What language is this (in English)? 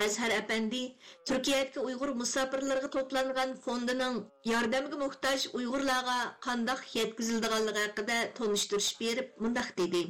Uyghur